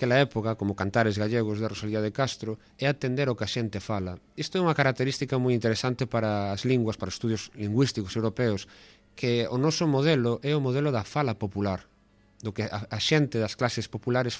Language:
Galician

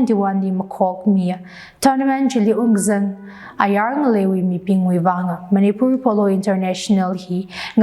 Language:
Tangkhul Naga (India)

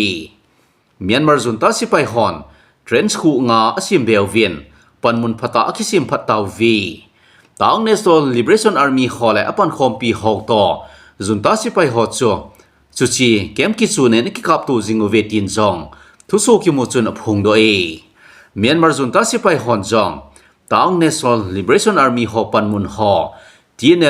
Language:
Thado Chin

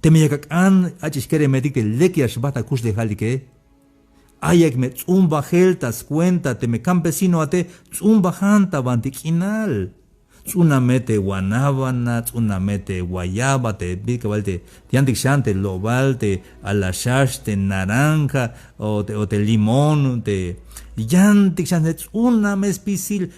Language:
Tzeltal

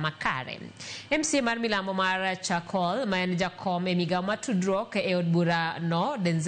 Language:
Luo (Kenya and Tanzania)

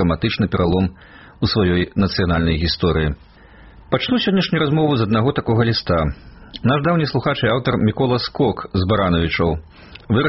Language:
Belarusian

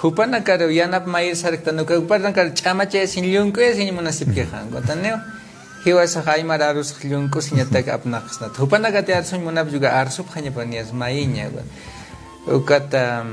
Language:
Aymara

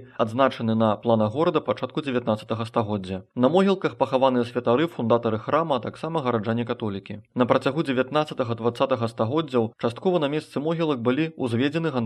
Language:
Belarusian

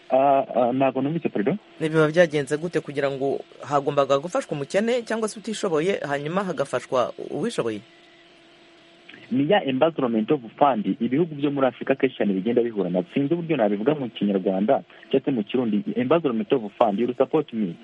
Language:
Kinyarwanda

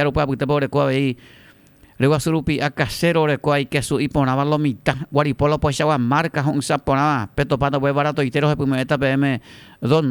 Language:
Guarani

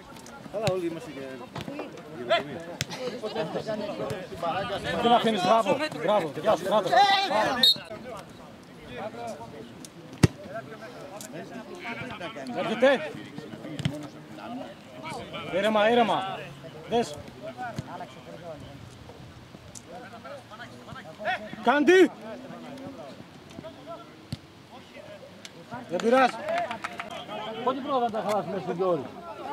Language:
Greek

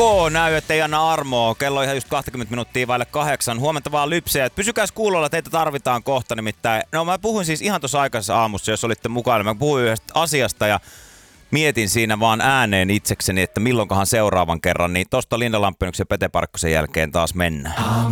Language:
Finnish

